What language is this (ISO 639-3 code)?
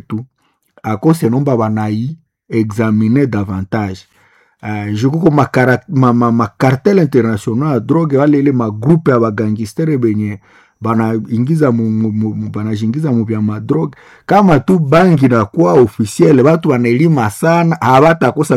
swa